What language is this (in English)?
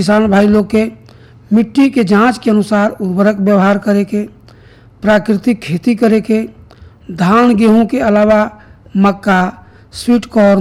Bhojpuri